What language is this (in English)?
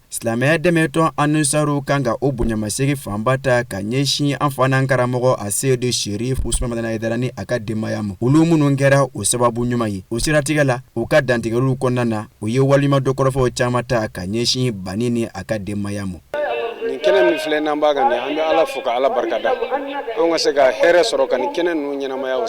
Bambara